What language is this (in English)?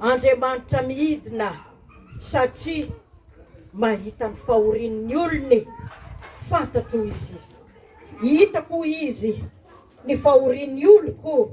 Malagasy